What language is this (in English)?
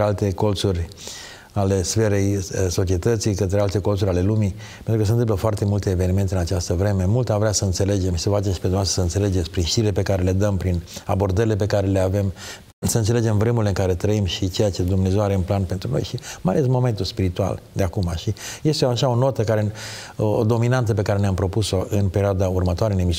Romanian